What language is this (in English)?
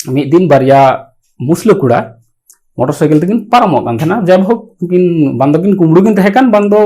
Santali